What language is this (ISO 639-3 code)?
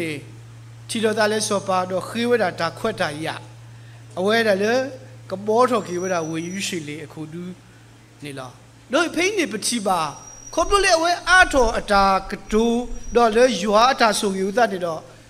ksw